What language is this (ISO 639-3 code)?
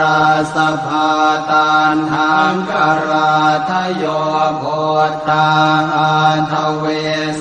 pli